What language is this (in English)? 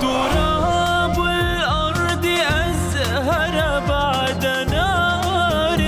Mesopotamian Arabic